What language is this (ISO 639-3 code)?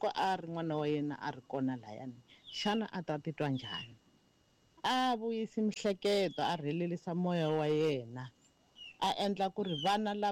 tso